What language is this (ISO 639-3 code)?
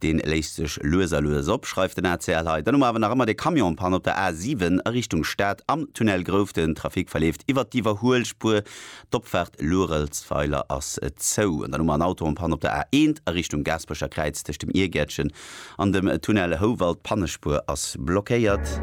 ltz